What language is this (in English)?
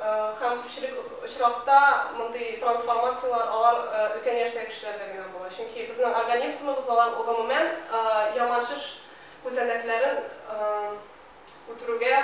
Tatar